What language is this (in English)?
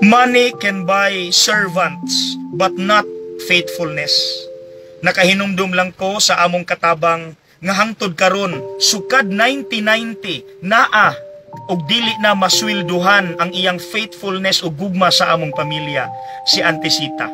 Cebuano